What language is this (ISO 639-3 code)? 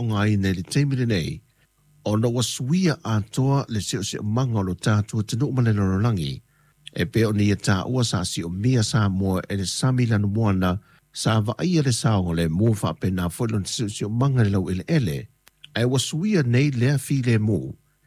smo